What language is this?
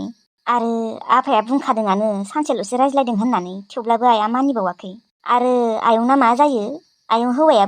Bodo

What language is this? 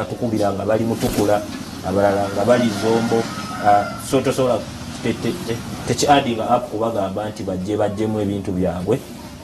Ganda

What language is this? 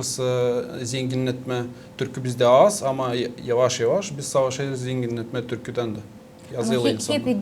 Gagauz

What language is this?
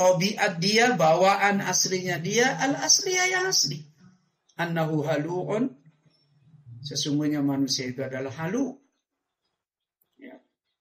Indonesian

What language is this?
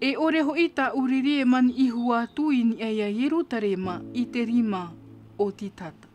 Tahitian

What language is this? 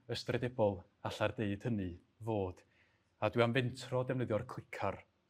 Welsh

